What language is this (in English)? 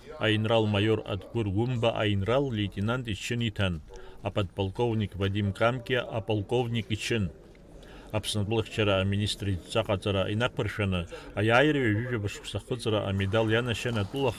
Abkhazian